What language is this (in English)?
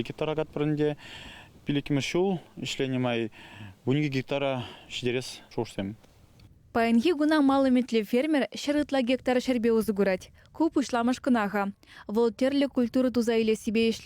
Chuvash